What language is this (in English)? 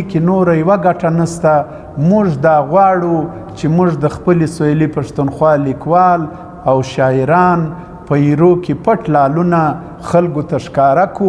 Pashto